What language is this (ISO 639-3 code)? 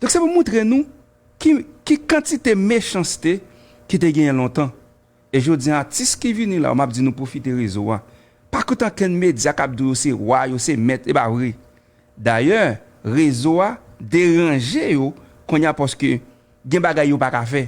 hat